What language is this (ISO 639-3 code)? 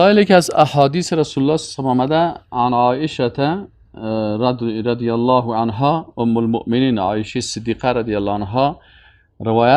fas